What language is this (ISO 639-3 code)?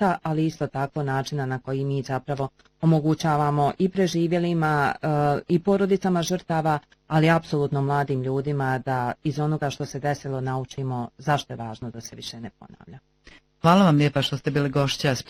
bos